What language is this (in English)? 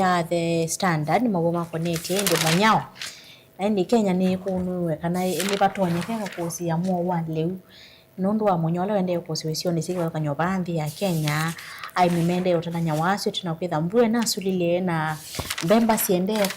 Kamba